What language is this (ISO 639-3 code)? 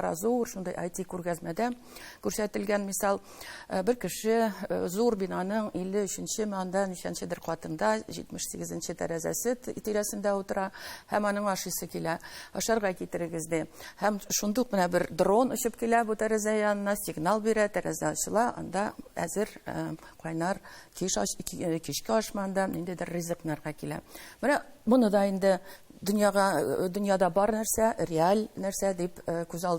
tat